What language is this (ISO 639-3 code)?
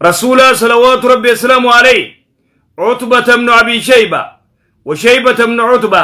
orm